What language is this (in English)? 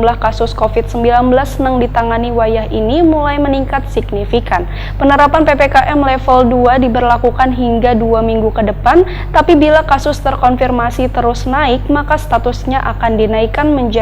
Banjar